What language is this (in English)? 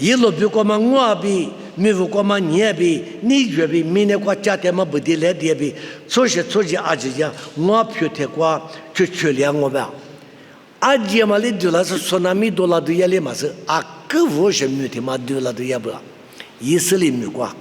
Lisu